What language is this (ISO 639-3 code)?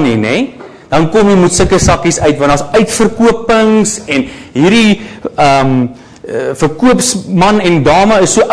afr